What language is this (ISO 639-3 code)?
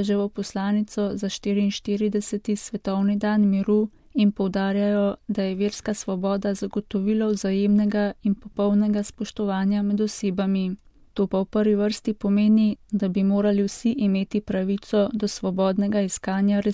slv